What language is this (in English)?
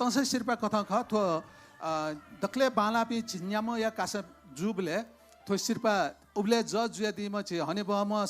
Newari